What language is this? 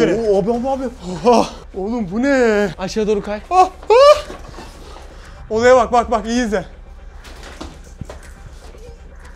Turkish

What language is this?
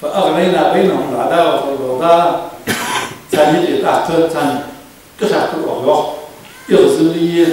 Ingush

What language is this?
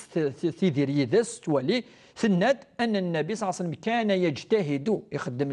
Kabyle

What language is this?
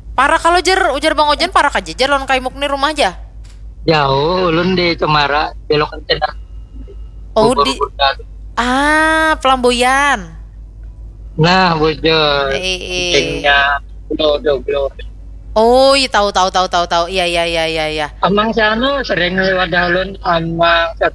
Banjar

